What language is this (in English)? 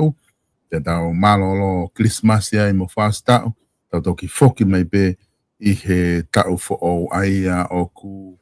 Tongan